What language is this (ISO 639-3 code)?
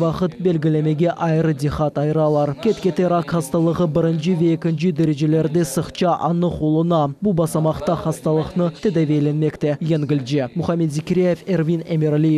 crh